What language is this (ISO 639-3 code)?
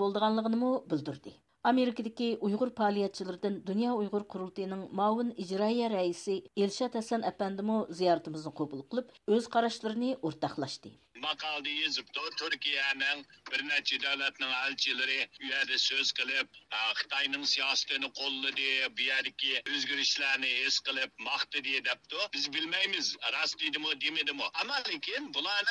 uig